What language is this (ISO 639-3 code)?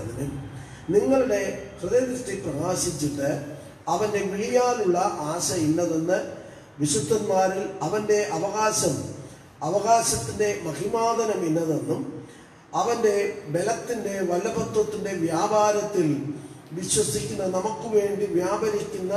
mal